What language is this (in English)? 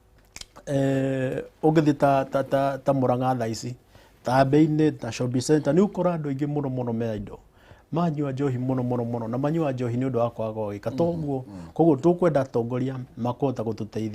Kikuyu